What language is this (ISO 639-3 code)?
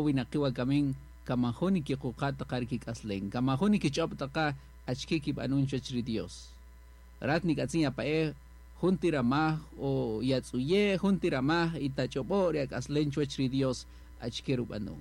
cak